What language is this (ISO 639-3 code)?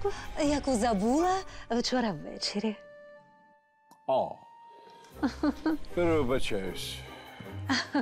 ukr